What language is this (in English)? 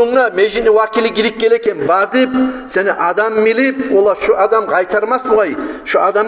Kumyk